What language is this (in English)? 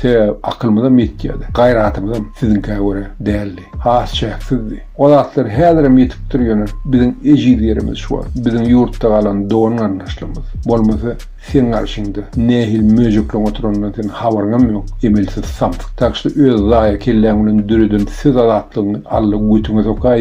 Turkmen